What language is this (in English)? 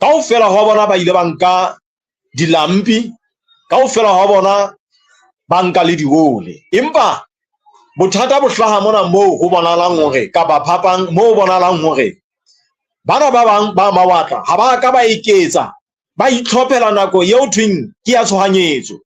Southern Sotho